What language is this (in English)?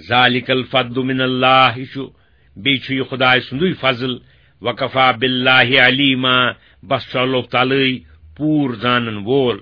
Kashmiri